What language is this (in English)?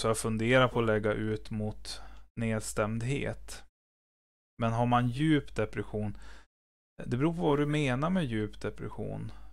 Swedish